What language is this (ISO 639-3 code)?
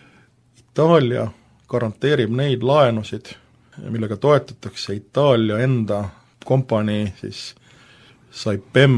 est